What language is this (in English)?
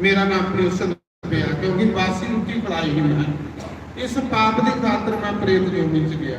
Dogri